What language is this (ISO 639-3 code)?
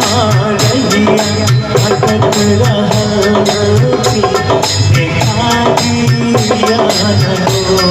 mai